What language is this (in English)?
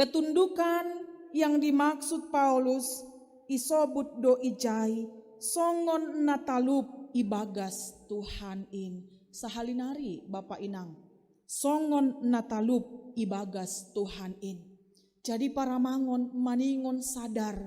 Batak Simalungun